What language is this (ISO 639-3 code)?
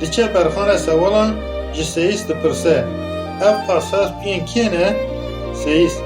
kur